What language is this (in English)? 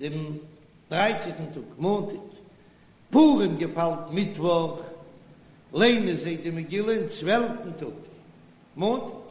Yiddish